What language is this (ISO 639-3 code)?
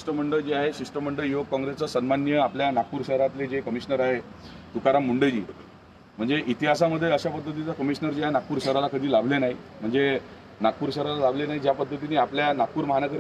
mar